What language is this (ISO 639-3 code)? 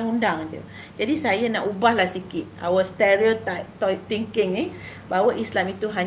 msa